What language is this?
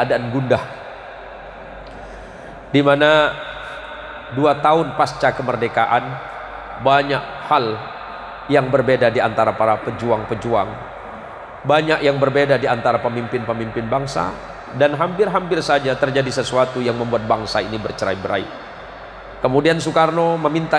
Indonesian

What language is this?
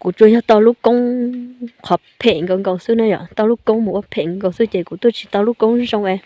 Hmong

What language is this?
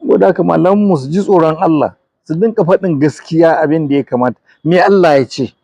Hausa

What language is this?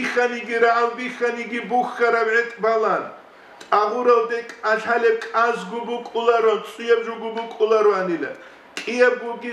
Avaric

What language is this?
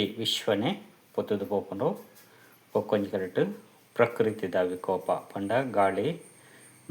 Tulu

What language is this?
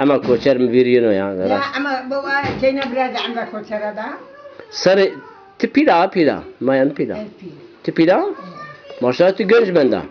Zaza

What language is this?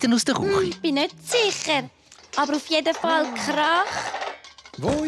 Swiss German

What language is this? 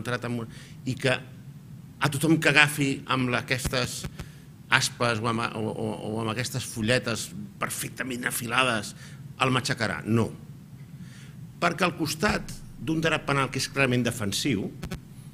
Catalan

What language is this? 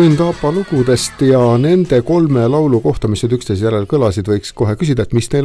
Estonian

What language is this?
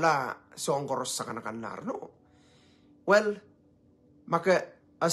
Pohnpeian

